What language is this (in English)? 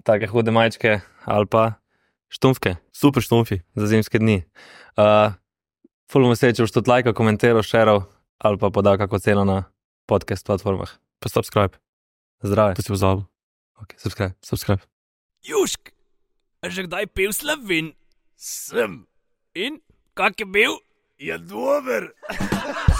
Slovenian